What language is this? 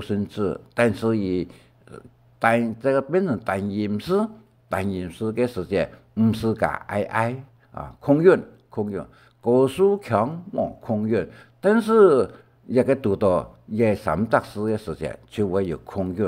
Hakka Chinese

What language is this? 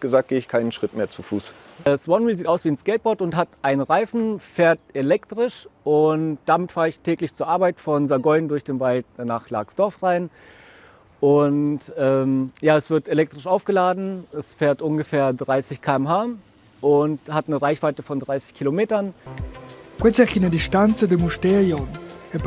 Romansh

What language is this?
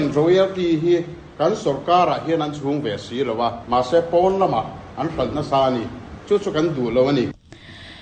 Mizo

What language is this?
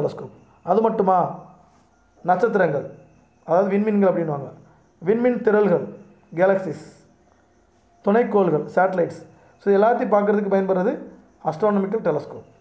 Tamil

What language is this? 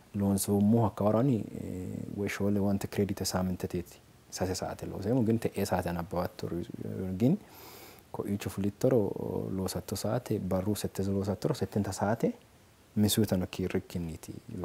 Sidamo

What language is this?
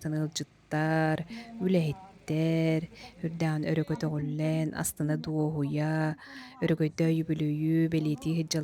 Yakut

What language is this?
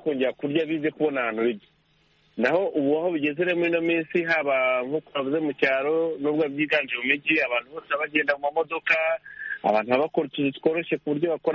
Kinyarwanda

